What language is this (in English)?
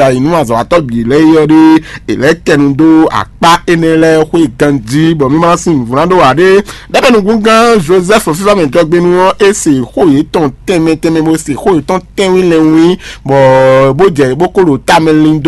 Fon